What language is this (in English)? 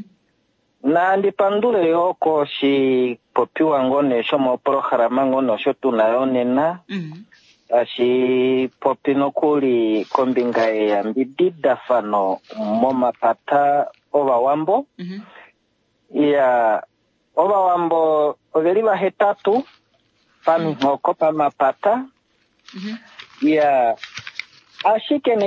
Kuanyama